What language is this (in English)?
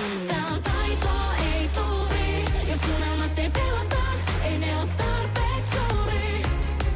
Finnish